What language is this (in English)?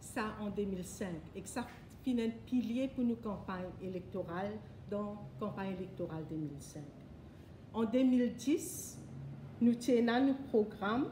Morisyen